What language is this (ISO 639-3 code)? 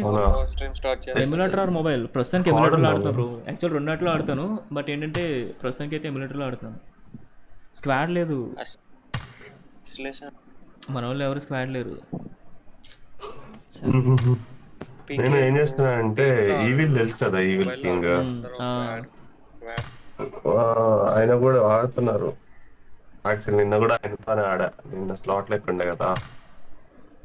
tel